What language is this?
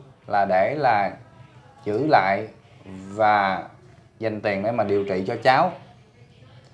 Vietnamese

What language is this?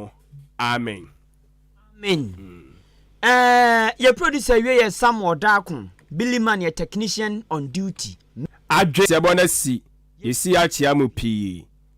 Akan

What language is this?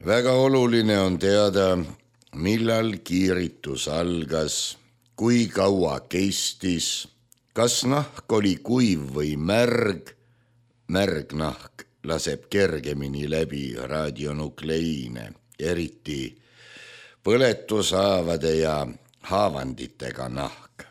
Estonian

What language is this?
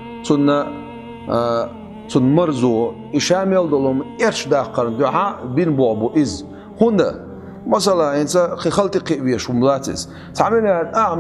Chechen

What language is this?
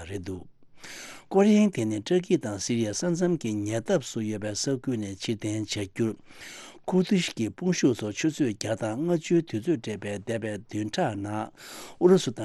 Tibetan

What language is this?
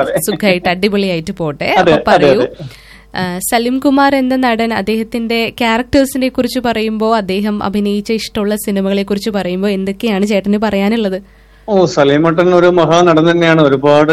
Malayalam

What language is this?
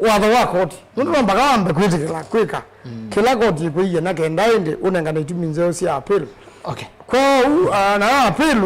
Kamba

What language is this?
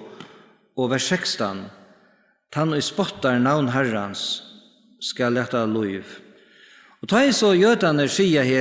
Faroese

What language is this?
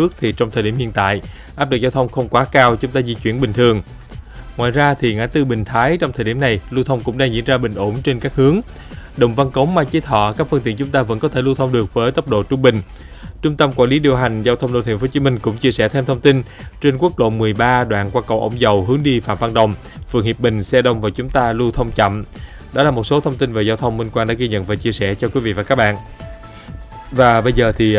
Vietnamese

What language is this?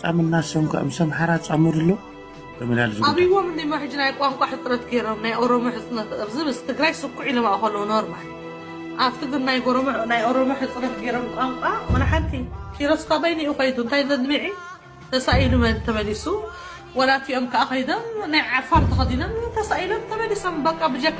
Tigrinya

